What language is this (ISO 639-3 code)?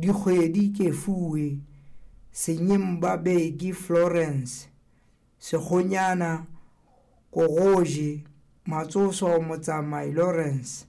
sot